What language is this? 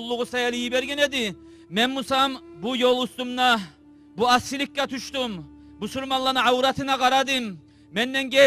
Kumyk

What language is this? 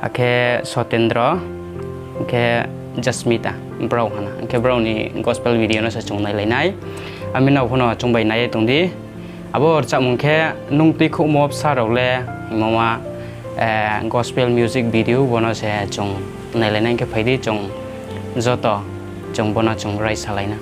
Riang (India)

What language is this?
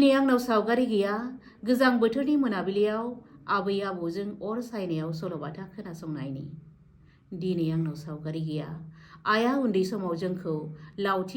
Bodo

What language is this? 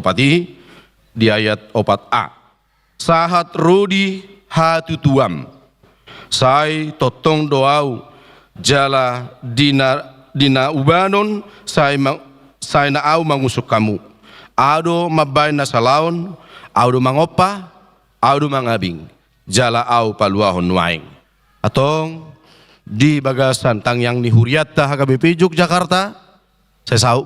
Batak Toba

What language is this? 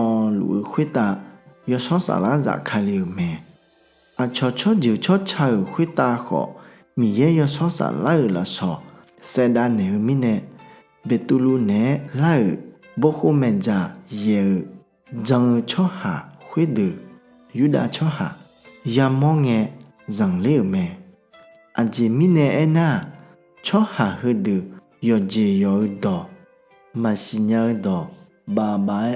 Akha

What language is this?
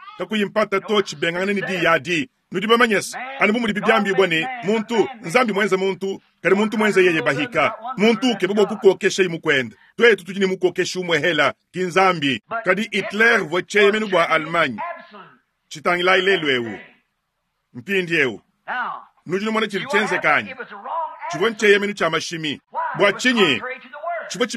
Luba-Lulua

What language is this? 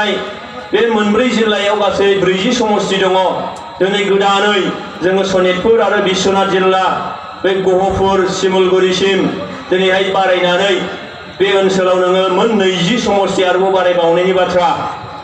Bodo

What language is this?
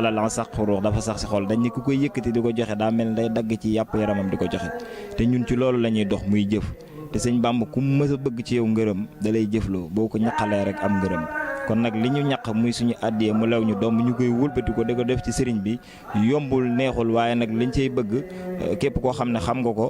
Wolof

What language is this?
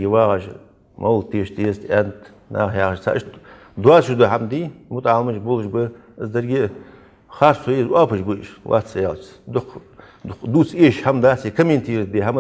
Ingush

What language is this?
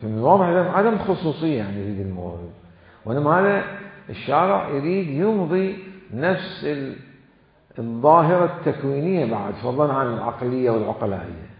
Mesopotamian Arabic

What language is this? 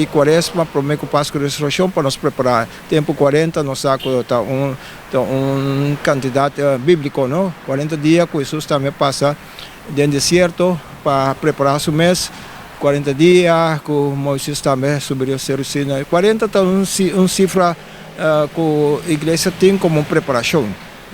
Papiamento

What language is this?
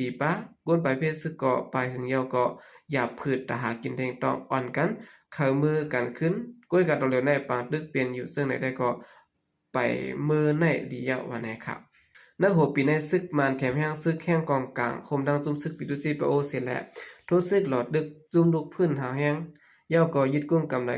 Shan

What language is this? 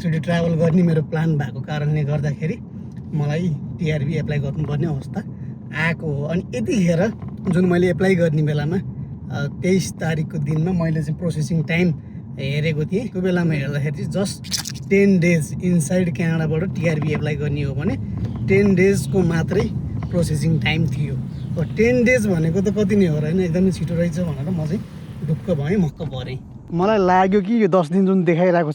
Nepali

